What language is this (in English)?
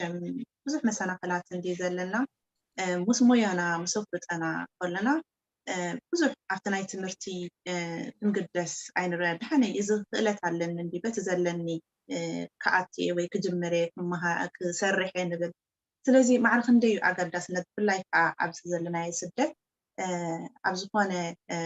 Tigrinya